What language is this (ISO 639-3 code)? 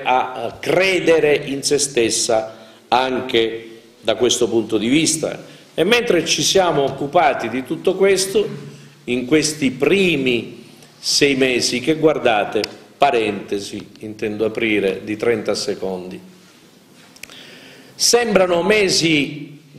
ita